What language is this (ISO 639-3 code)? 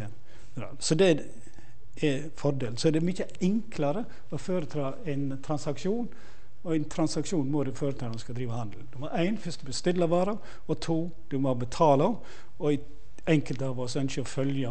nor